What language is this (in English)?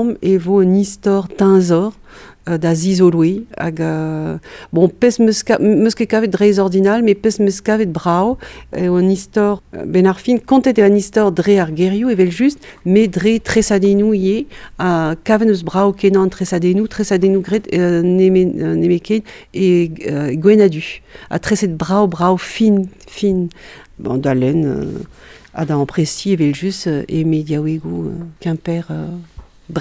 Breton